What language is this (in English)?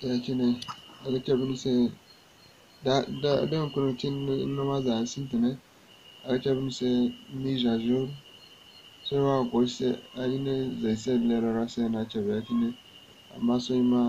Zarma